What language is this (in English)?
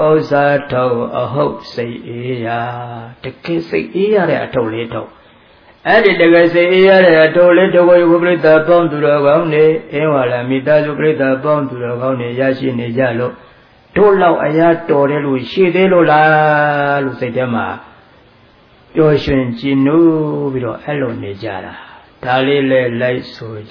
Burmese